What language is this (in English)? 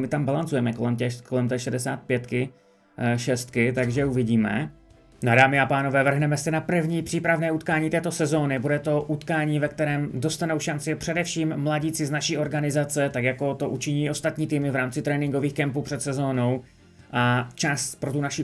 Czech